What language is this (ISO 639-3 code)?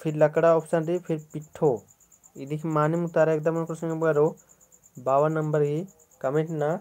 kru